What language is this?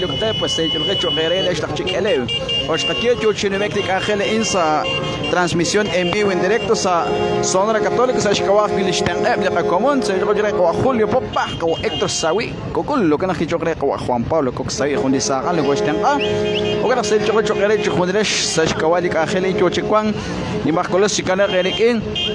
Kekchí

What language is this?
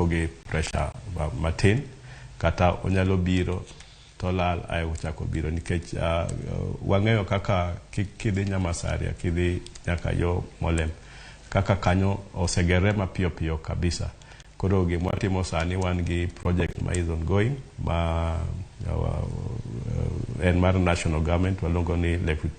Luo (Kenya and Tanzania)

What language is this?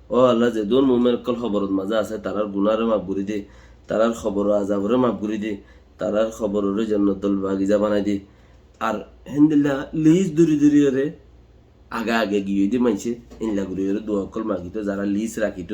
Rohingya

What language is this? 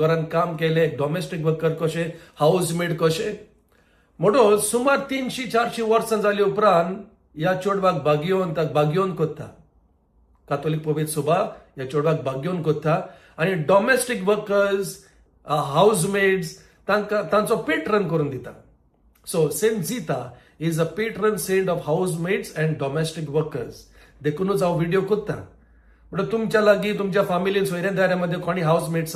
Konkani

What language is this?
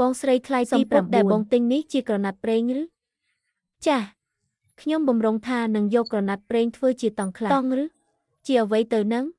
Khmer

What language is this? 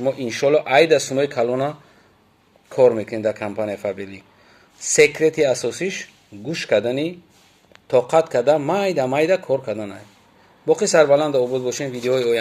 Tajik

